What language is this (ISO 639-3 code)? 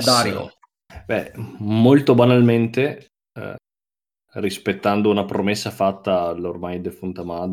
ita